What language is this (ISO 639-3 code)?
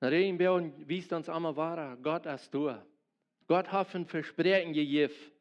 pdt